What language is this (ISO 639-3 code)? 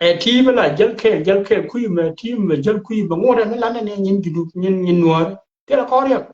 nus